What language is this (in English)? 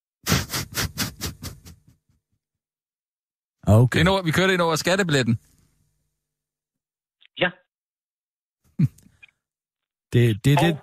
Danish